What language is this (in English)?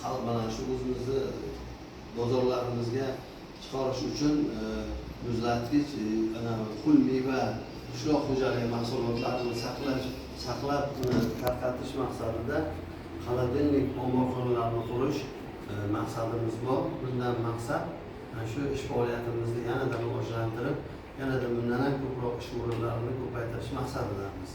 Uzbek